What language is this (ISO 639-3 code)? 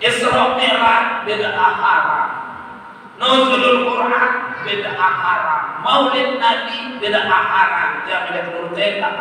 sas